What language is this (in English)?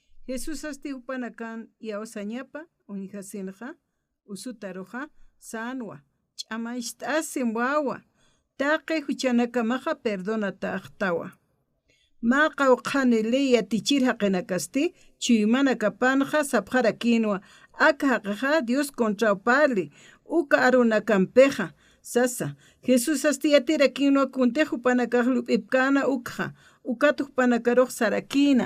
Aymara